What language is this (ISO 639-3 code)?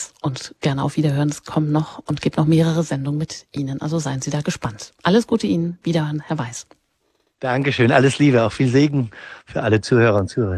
deu